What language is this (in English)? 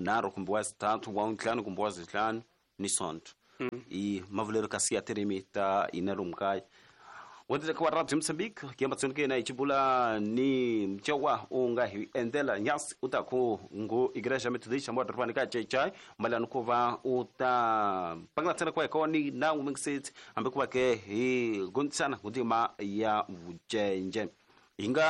Tsonga